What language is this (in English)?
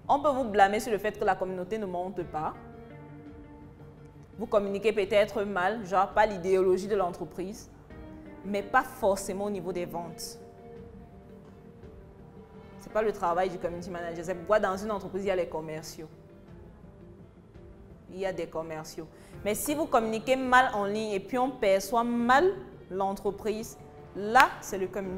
French